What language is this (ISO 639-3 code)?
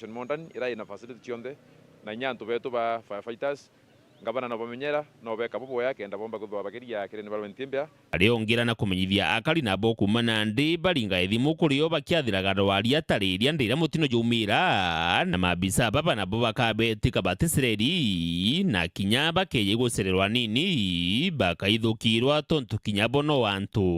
mer